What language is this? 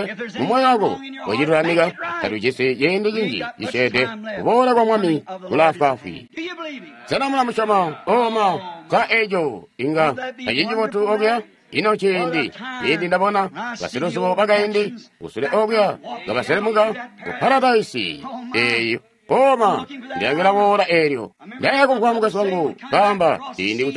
Tonga (Zambia)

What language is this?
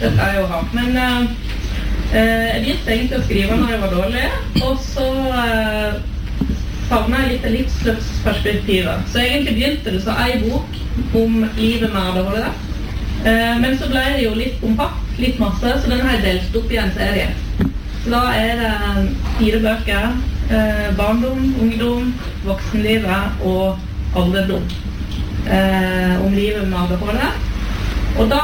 Norwegian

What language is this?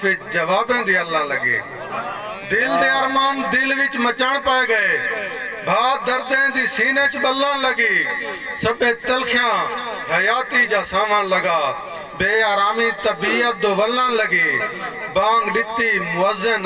Saraiki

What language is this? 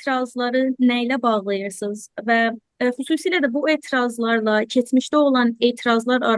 South Azerbaijani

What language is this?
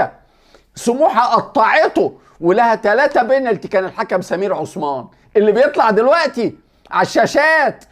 Egyptian Arabic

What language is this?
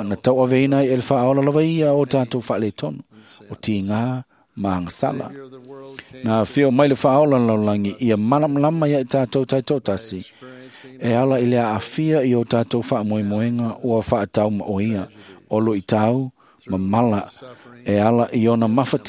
Samoan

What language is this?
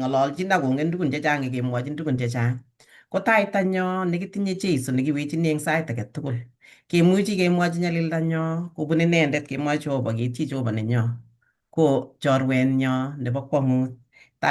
Kalenjin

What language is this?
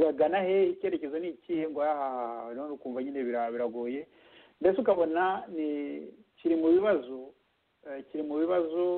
Kinyarwanda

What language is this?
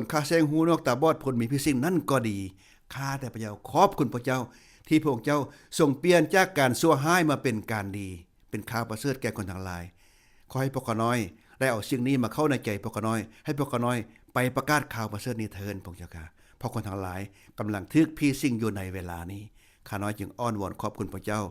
Lao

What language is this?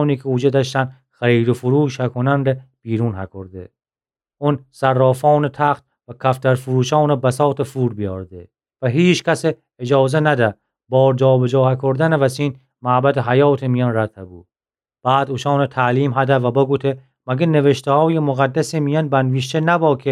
Gilaki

